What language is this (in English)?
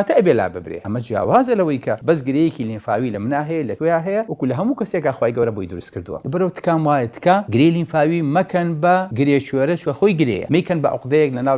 Central Kurdish